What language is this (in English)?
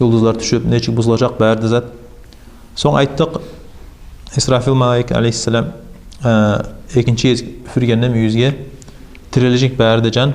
Kumyk